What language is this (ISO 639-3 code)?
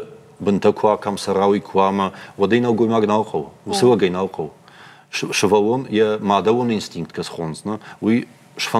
oss